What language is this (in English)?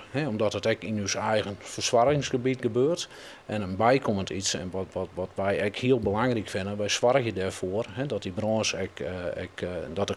Western Frisian